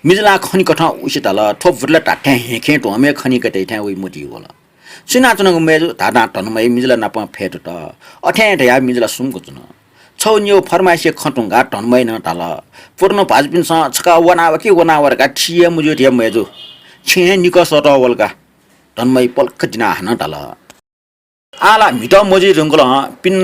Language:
Newari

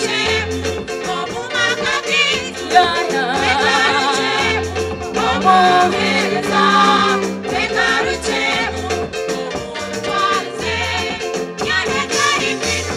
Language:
Nyankole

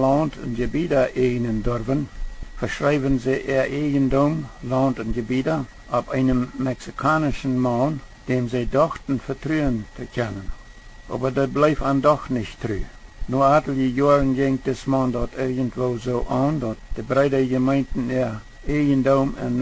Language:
Plautdietsch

